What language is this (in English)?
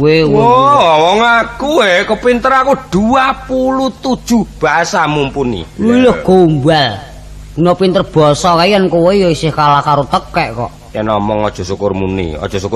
Javanese